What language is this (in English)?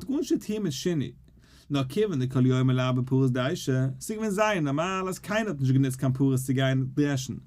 Yiddish